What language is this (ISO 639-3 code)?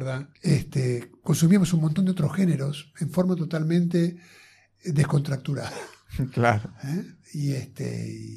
spa